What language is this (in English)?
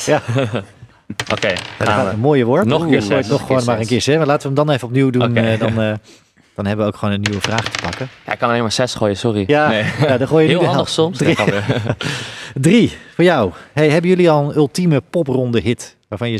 Dutch